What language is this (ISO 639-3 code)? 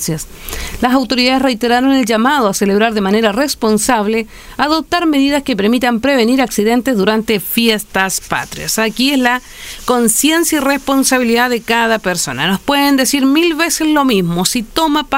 spa